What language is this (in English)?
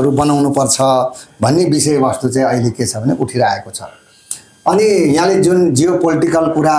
Nepali